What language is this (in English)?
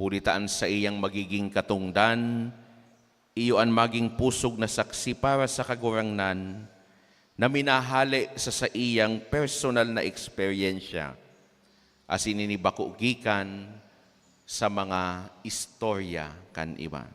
Bikol